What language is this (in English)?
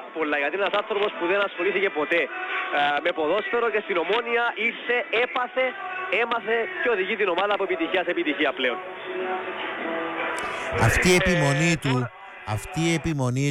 Greek